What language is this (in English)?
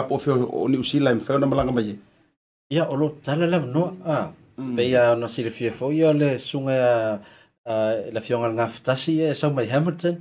Samoan